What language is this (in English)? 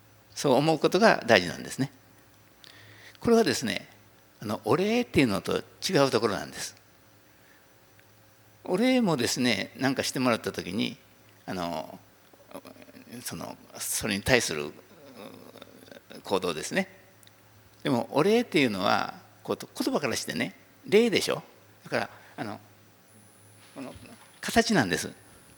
Japanese